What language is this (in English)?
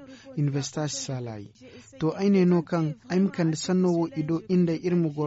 Zarma